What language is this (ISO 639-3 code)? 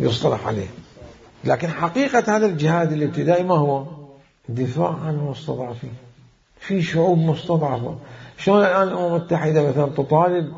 acm